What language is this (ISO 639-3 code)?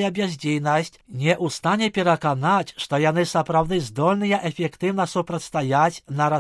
bel